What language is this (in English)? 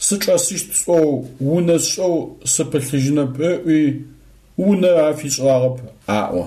Adyghe